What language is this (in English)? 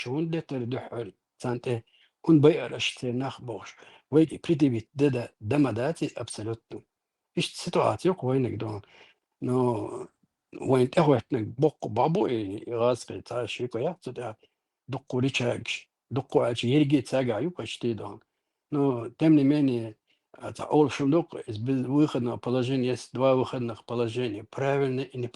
Chechen